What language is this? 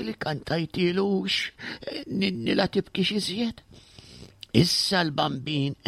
Maltese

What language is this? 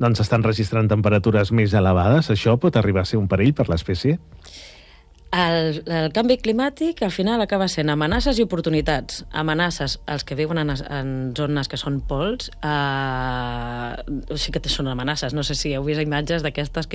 Catalan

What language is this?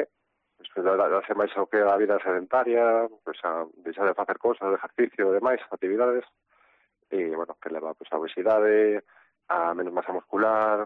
Galician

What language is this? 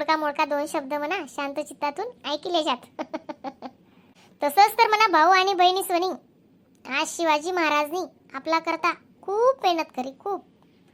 Khandesi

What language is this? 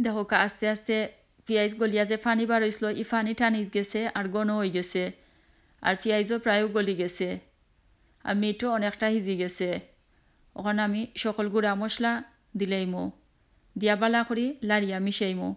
Sylheti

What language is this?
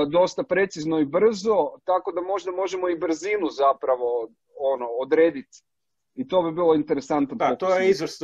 Croatian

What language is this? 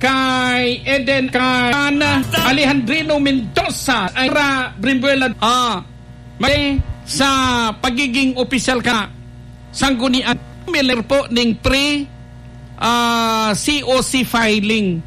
Bikol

